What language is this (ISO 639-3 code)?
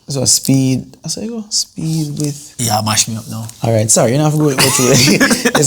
jam